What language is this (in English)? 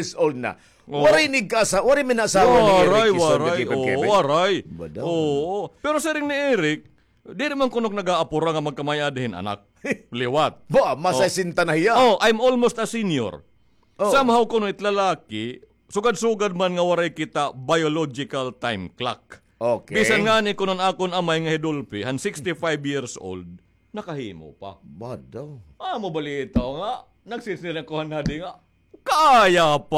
Waray